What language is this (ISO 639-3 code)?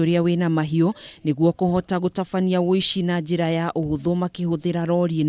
kik